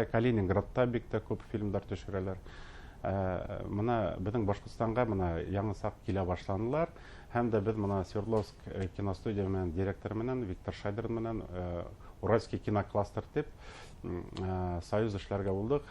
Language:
Bashkir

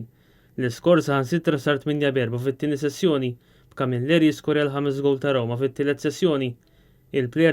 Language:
Maltese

